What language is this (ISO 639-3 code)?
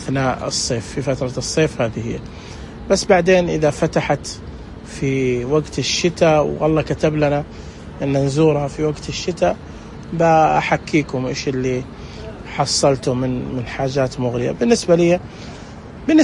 ars